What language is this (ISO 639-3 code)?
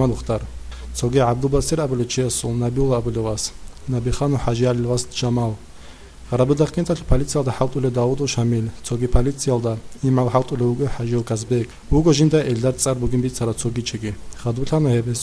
ava